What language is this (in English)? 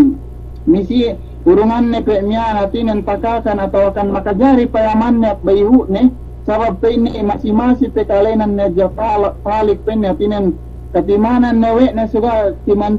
Yakan